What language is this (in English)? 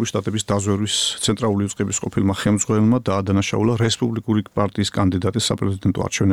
Georgian